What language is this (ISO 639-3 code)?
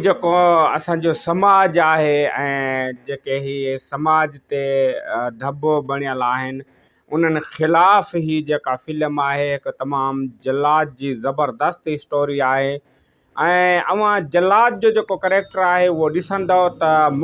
snd